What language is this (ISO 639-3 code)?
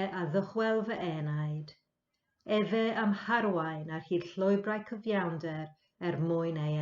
cym